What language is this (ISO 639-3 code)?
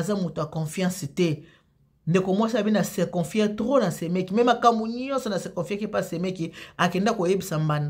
lin